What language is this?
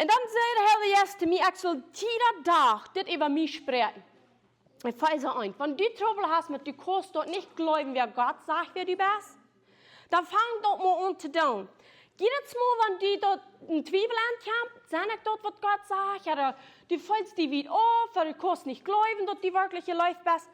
Plautdietsch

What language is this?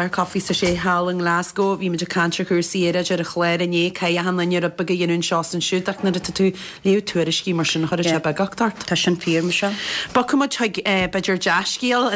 Irish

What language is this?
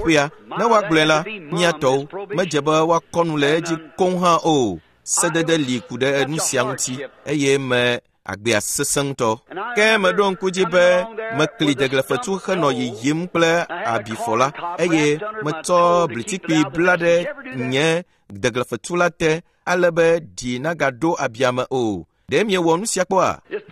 Ewe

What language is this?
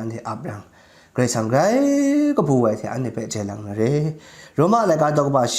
Kachin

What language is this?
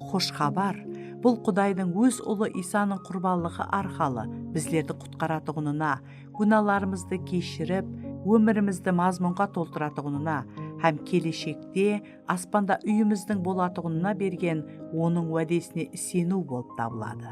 Kara-Kalpak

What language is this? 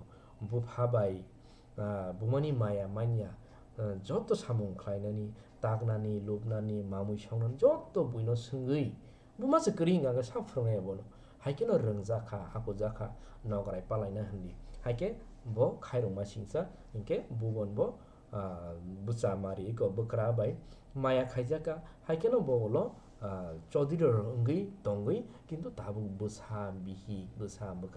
Kok Borok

